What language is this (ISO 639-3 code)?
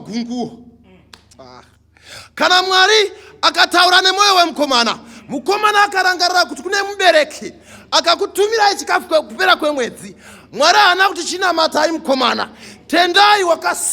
sna